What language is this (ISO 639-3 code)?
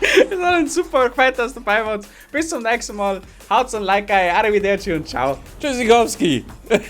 bar